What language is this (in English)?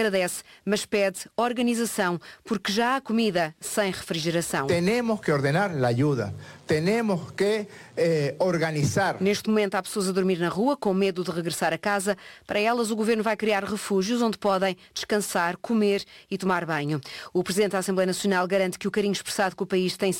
Portuguese